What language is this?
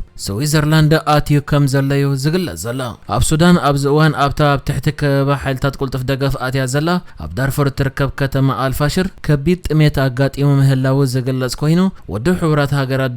Tigrinya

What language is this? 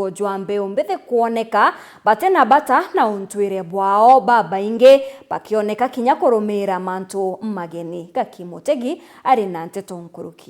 Meru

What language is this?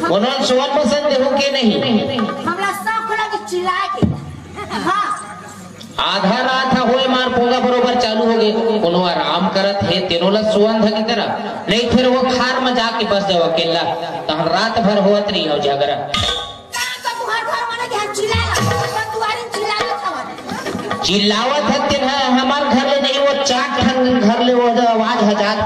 Chhattisgarhi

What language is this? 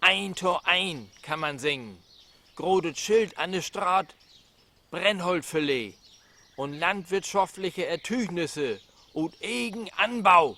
Low German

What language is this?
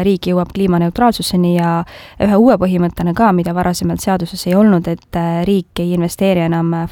Estonian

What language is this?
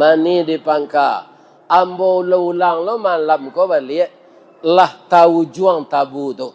Minangkabau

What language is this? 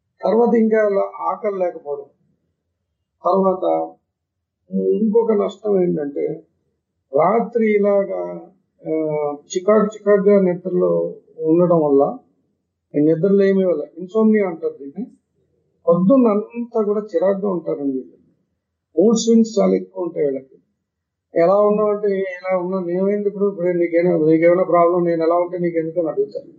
Telugu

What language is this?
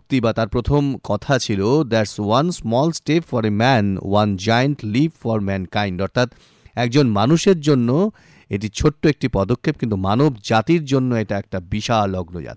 Bangla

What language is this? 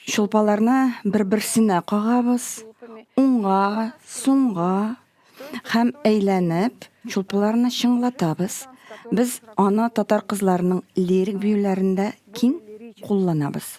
Tatar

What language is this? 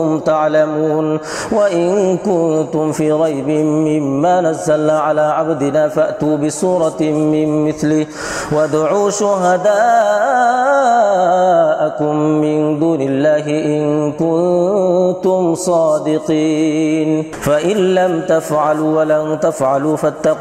Arabic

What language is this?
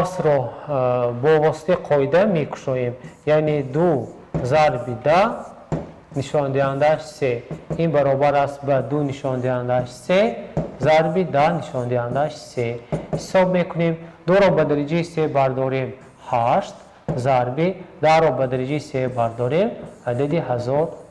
Tajik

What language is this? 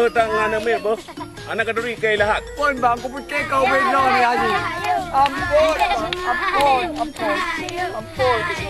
Achinese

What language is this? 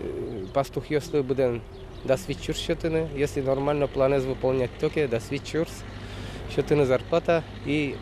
Udmurt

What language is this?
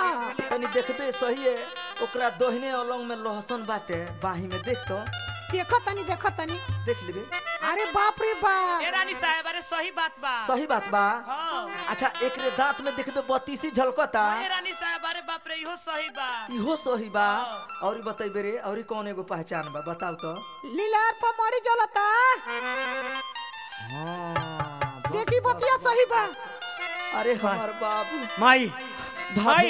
Bhojpuri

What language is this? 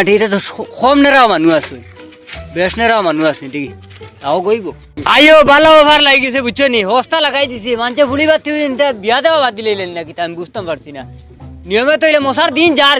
Sylheti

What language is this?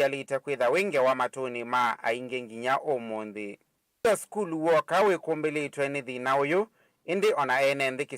Kamba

